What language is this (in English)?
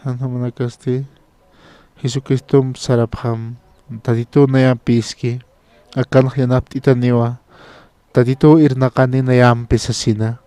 Aymara